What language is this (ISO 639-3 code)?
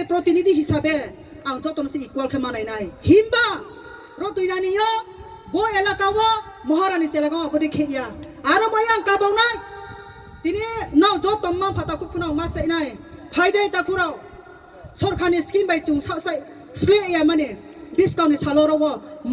ria